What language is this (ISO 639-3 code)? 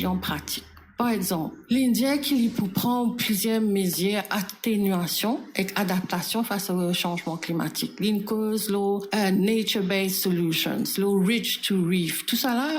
mfe